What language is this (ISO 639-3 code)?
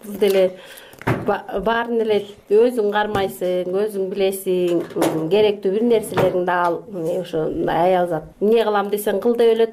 kir